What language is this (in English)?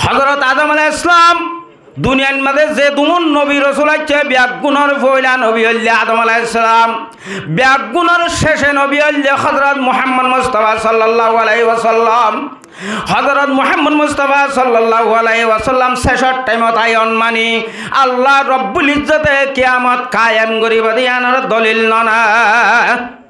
Rohingya